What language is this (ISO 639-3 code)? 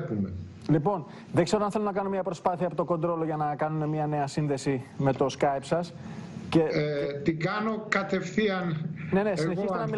ell